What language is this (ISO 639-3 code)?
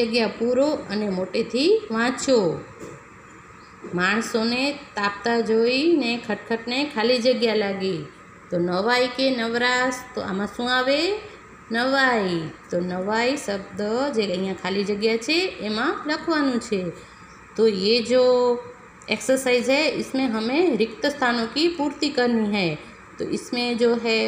guj